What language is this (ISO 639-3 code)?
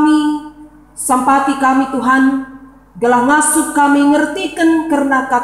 btx